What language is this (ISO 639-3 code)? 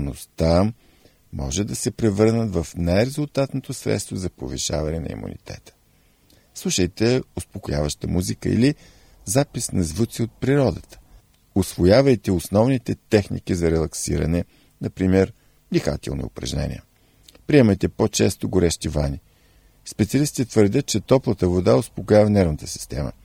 bul